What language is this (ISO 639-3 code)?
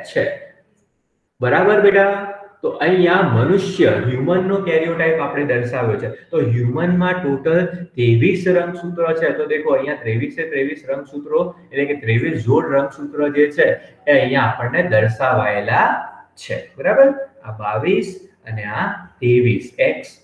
guj